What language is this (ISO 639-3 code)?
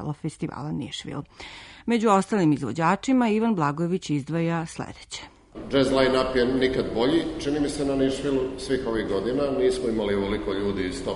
srp